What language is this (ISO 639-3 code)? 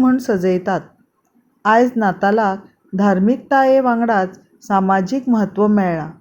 kok